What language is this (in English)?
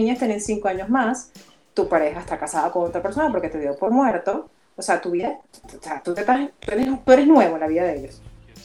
Spanish